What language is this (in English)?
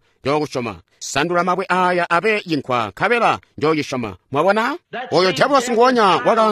Tonga (Zambia)